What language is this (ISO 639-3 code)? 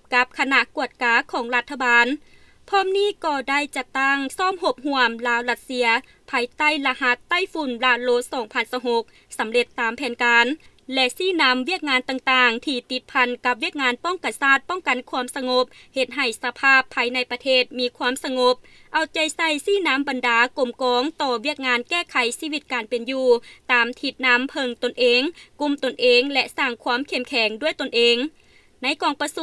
lao